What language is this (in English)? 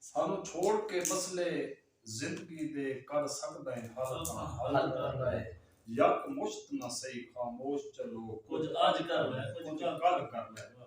Saraiki